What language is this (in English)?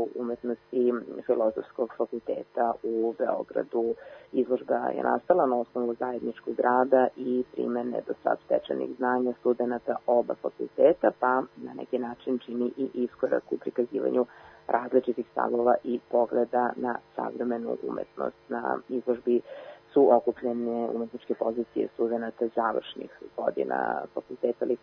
Serbian